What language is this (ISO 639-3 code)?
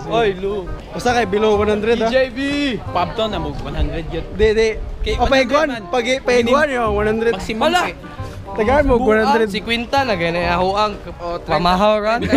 ceb